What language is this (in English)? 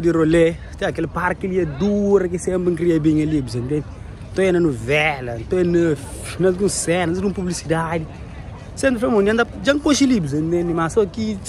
Kabuverdianu